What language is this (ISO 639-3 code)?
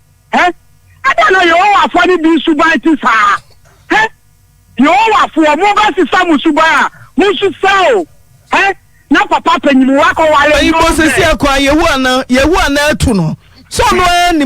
aka